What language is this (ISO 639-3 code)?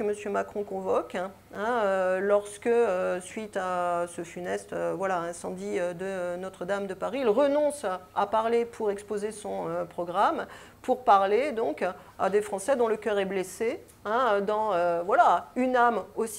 fra